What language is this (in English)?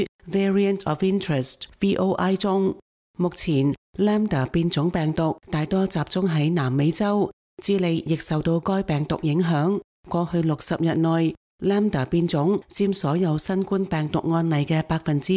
Cantonese